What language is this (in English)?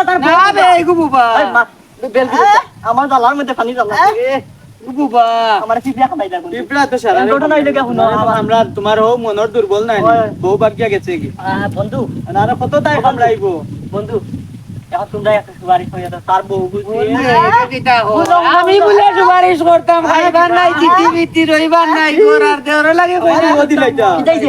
Sylheti